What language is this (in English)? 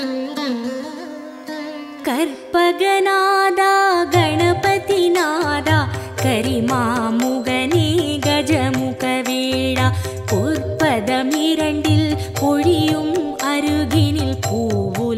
Tamil